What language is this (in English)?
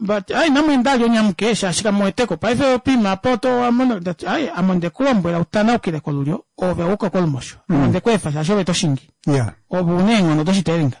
Kuanyama